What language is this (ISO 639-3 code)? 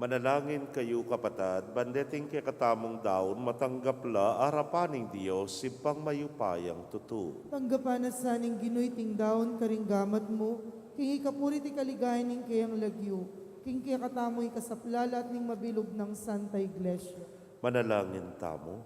pam